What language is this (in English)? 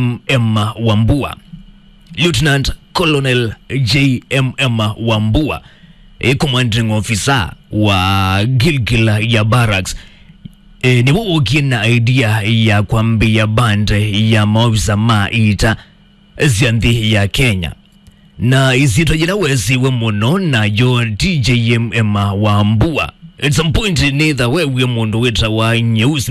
Kamba